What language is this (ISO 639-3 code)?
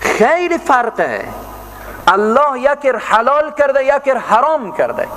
fas